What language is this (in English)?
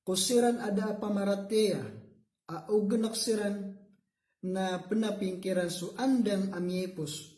Maranao